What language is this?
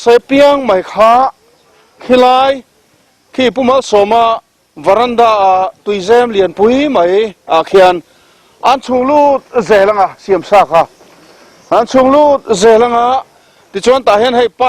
Mizo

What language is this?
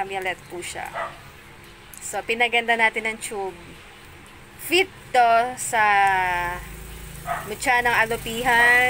Filipino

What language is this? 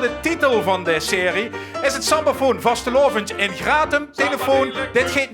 Limburgish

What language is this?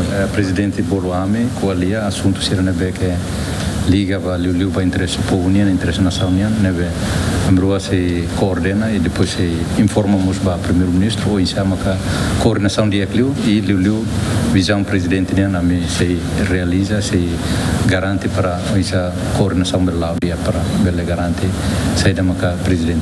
Tetum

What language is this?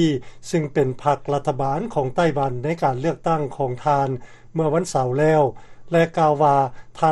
Lao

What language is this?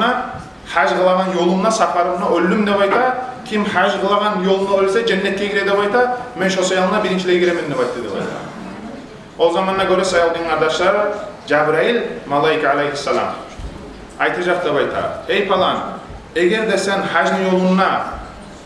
Kumyk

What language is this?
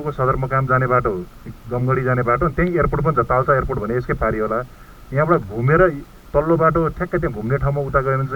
Nepali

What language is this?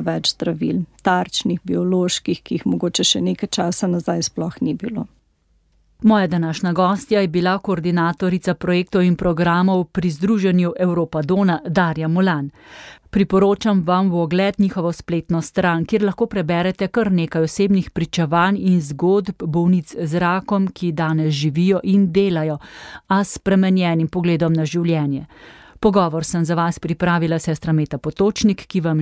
Slovenian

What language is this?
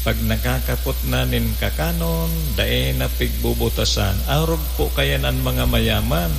Bikol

